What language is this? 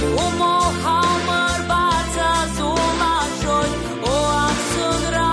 Abkhazian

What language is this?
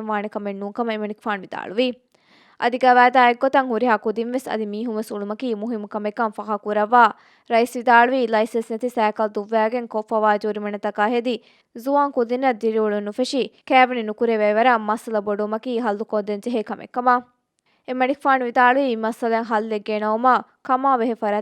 Divehi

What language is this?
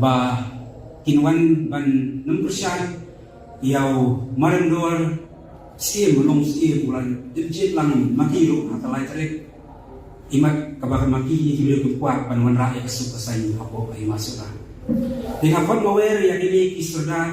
Khasi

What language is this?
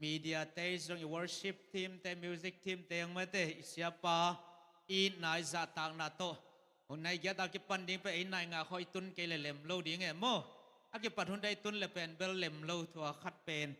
Tedim Chin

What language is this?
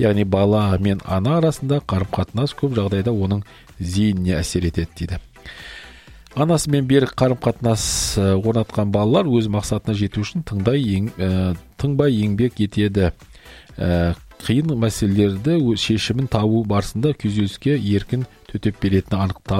Kazakh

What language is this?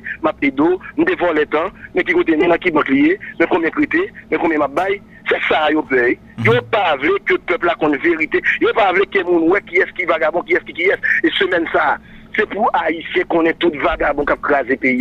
Haitian Creole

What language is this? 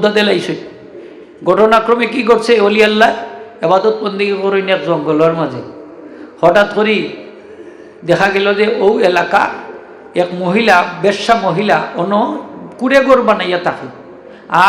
Sylheti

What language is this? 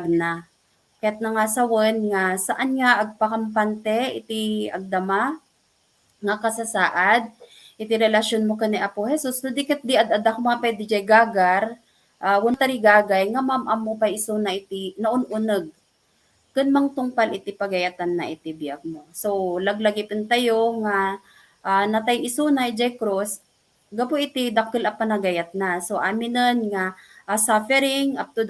Iloko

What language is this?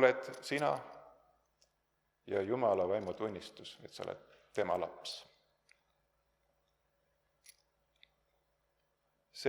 Estonian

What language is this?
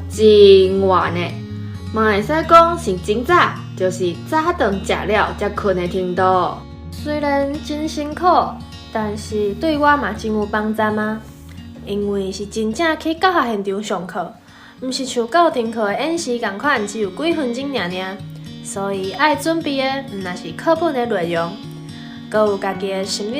Min Nan Chinese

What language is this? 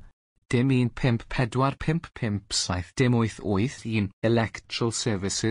Welsh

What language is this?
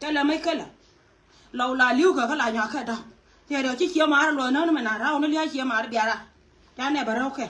Nuer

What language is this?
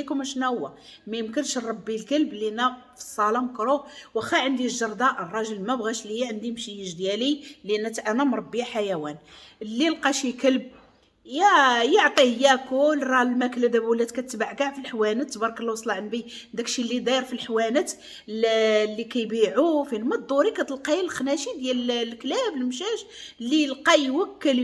Moroccan Arabic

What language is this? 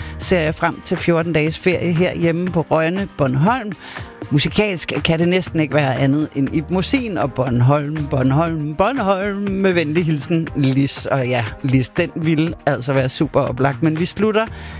Danish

